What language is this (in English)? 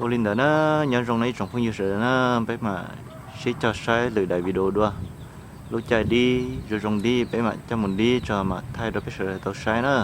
Hmong